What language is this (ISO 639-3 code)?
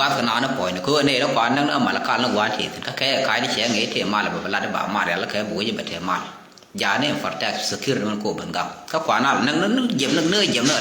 nus